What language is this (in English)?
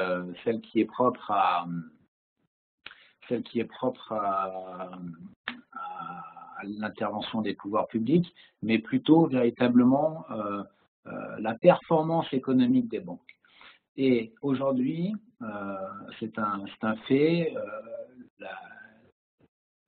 French